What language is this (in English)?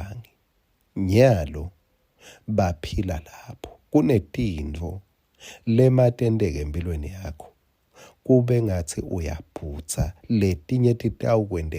Swati